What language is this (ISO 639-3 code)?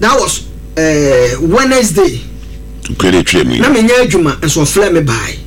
aka